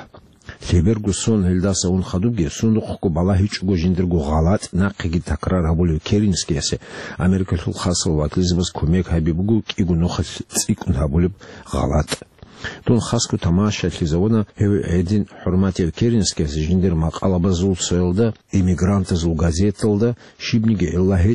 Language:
Avaric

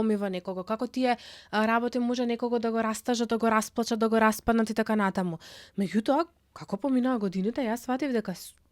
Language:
Macedonian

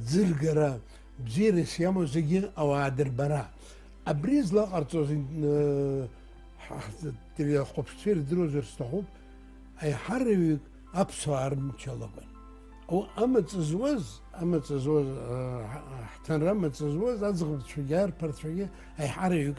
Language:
Abkhazian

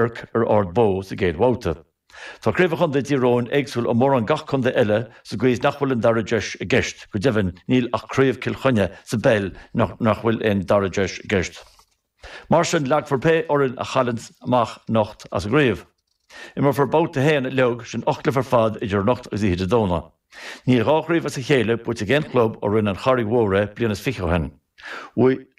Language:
Irish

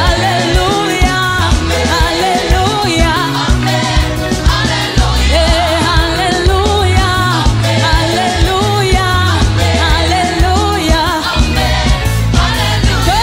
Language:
Swahili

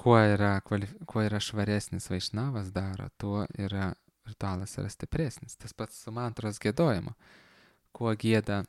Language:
Lithuanian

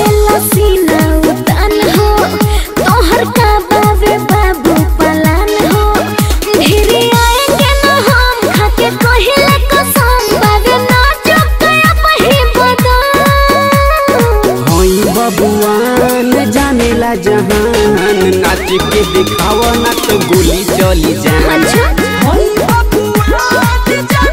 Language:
Bhojpuri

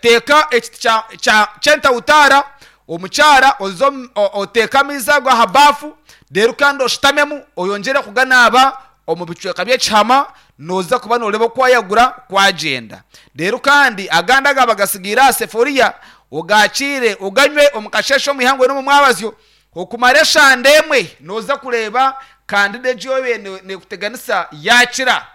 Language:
Nyankole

